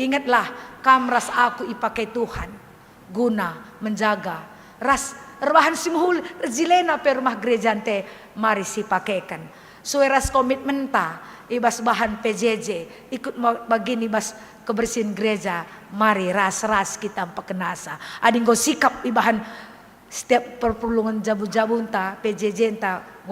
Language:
Batak Karo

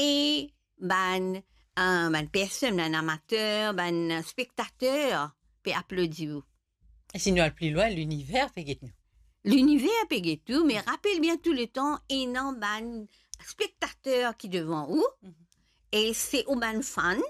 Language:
Morisyen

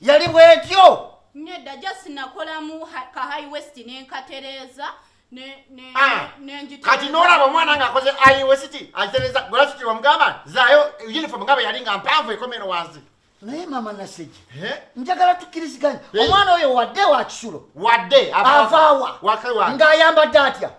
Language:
Ganda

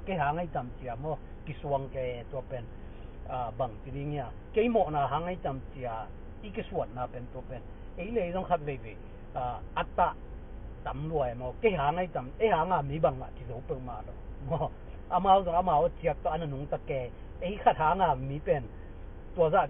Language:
Tedim Chin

